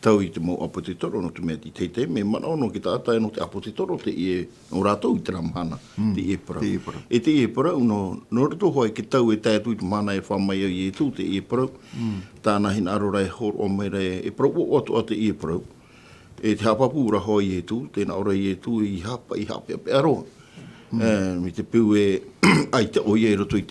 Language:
Tahitian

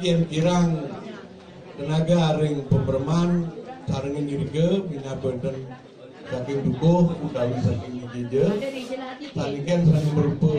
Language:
Balinese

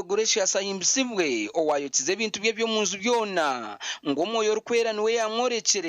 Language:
Nyankole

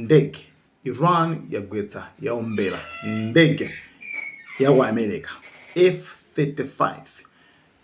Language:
Nyanja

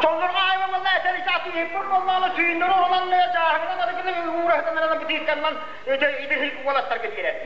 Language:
Yakut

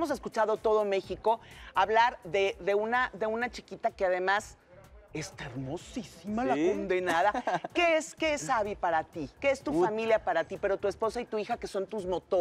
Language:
Spanish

